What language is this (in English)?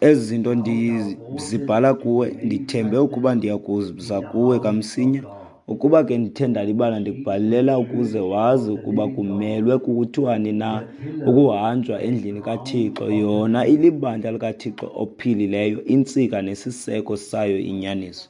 Xhosa